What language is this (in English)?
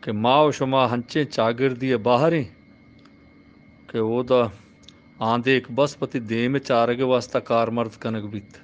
Eastern Balochi